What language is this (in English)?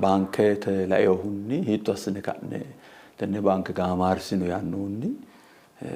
Sidamo